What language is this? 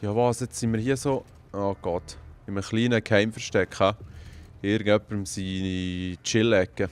Swiss German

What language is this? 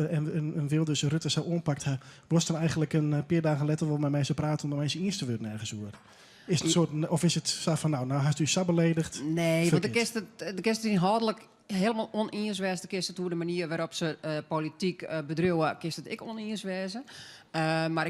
Western Frisian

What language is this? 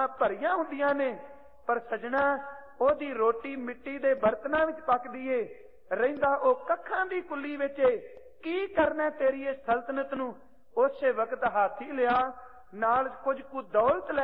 Punjabi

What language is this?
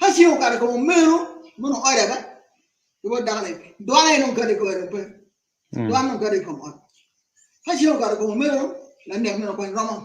Acoli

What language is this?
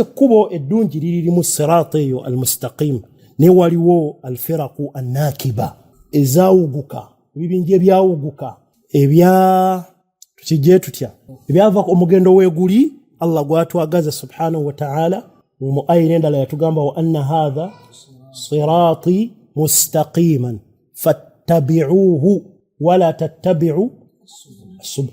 Ganda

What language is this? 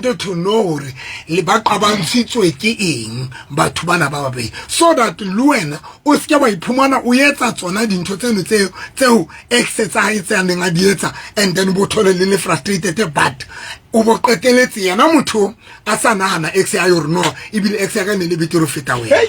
Southern Sotho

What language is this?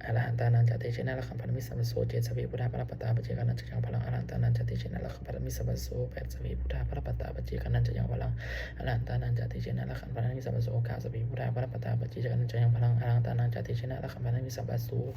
Pali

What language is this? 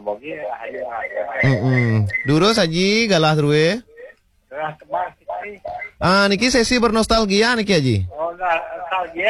Balinese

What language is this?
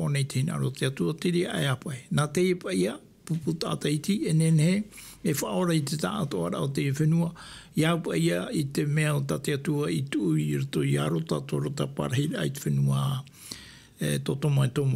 Tahitian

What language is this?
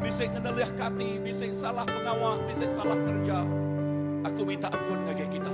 Iban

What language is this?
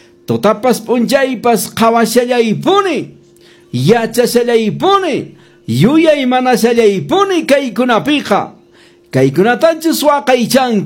Quechua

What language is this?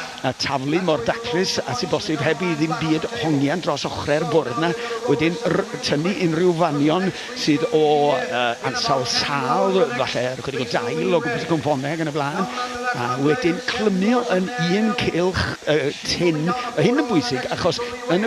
Welsh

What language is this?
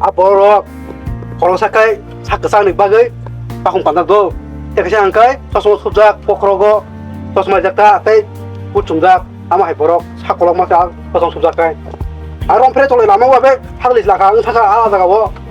Kok Borok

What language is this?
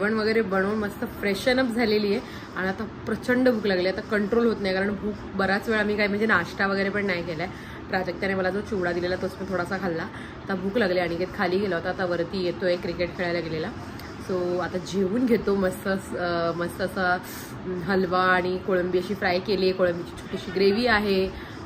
Marathi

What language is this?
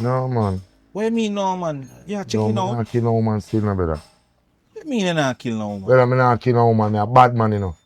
Jamaican Creole English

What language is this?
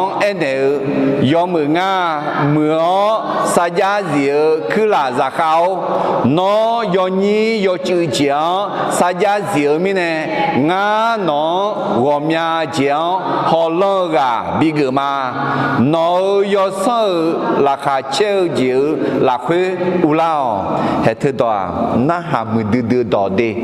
Akha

